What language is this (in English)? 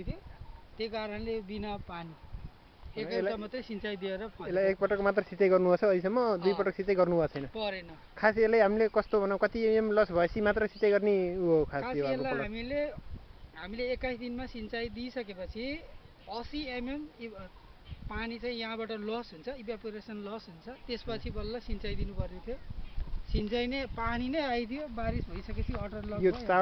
Nepali